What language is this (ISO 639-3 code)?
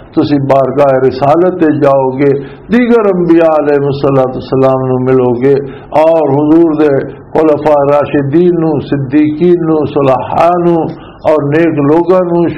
lah